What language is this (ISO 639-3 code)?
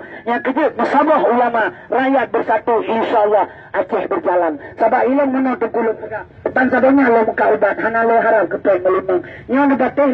ace